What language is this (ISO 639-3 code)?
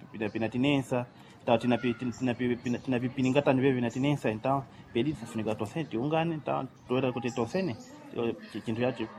seh